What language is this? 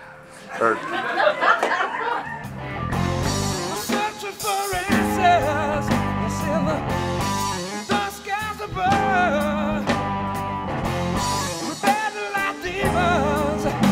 English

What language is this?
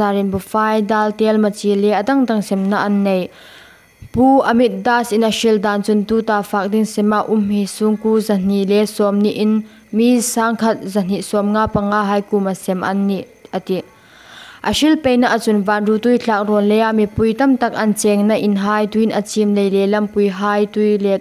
Hmar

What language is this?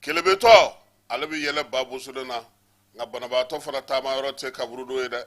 Bambara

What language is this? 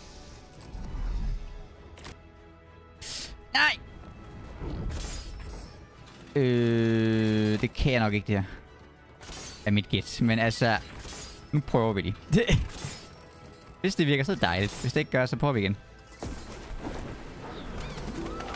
Danish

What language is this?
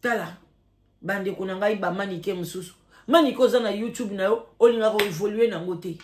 Lingala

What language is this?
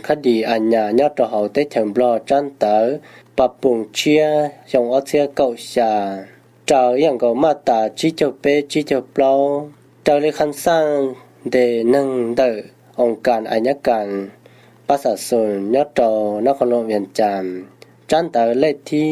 Hmong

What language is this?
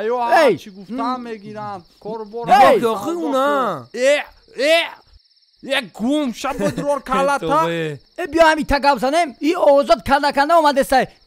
Tajik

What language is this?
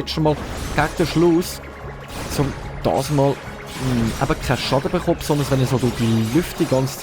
Swiss German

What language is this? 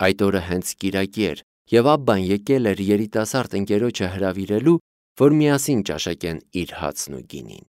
Armenian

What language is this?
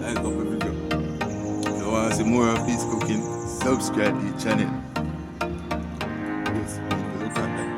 Jamaican Creole English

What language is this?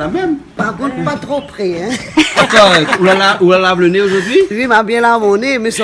Réunion Creole French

